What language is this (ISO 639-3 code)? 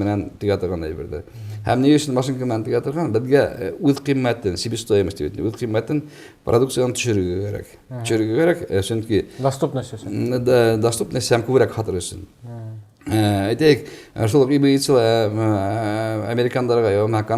bak